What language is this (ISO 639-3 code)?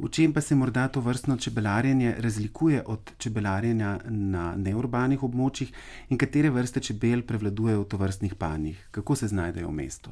slv